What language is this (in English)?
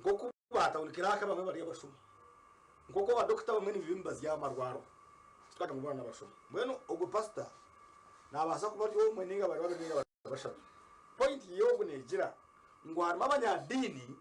Nyankole